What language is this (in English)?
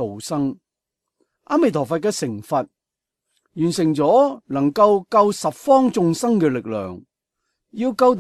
Cantonese